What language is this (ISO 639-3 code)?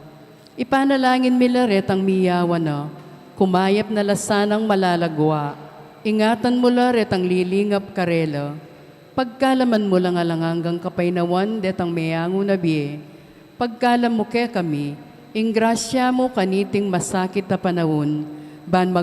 pam